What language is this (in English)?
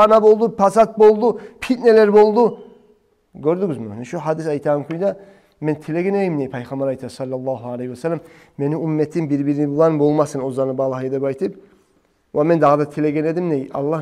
Kumyk